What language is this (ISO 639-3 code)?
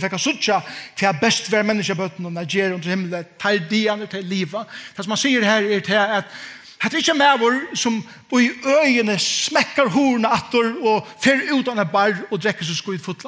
fao